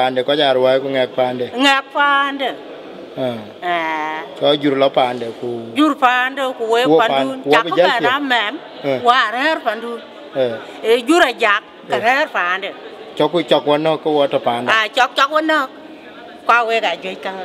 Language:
Dinka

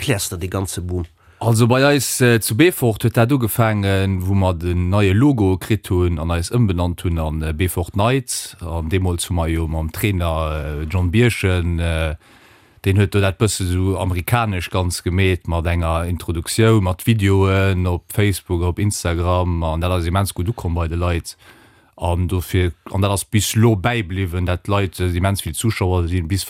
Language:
Luxembourgish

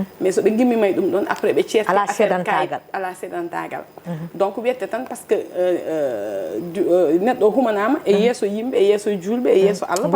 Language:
Fula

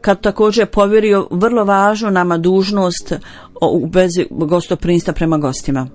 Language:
Bosnian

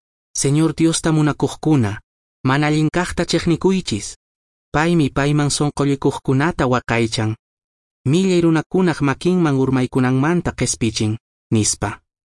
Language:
Quechua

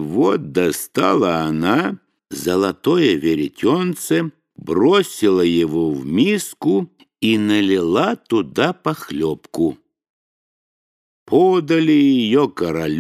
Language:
Russian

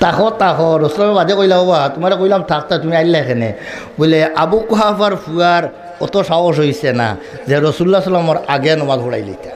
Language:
Sylheti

